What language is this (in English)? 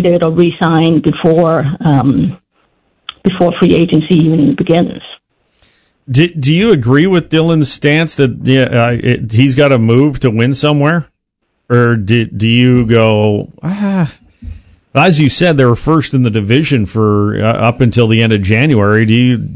English